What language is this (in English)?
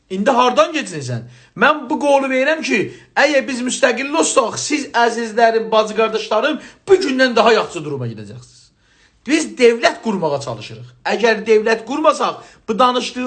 South Azerbaijani